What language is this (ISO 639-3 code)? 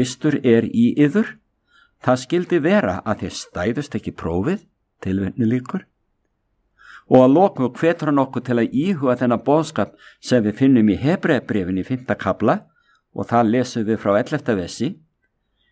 isl